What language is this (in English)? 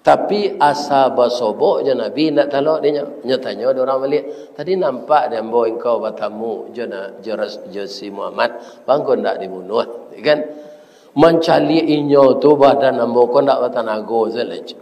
Minangkabau